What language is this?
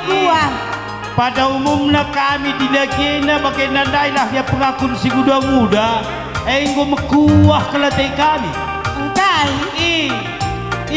Batak Karo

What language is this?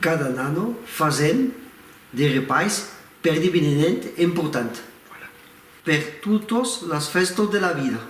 Occitan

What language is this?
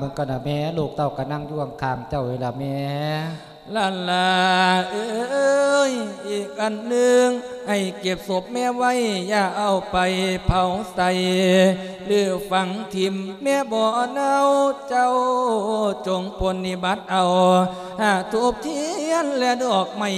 Lao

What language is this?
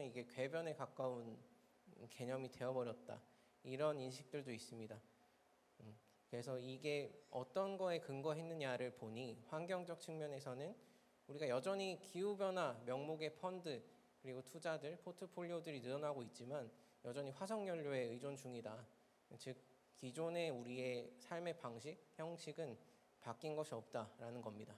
Korean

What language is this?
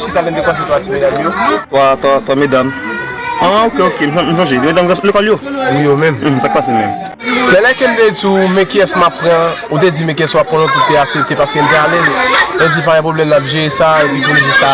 Haitian Creole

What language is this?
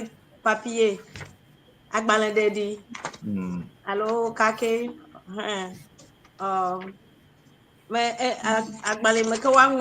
Ewe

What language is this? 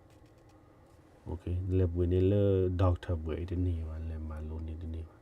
S'gaw Karen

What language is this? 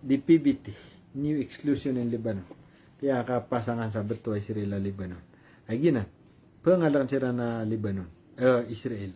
Maranao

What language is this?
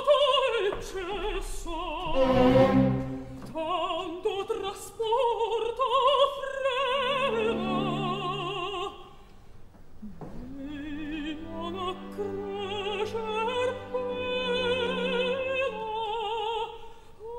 Italian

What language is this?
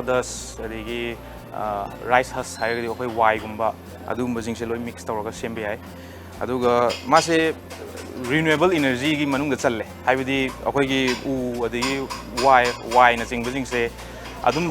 Manipuri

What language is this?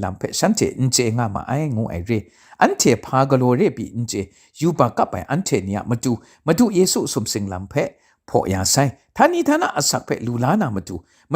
Kachin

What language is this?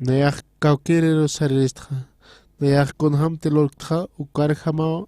Aymara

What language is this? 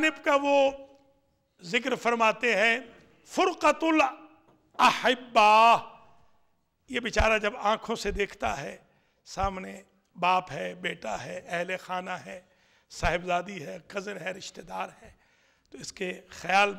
Urdu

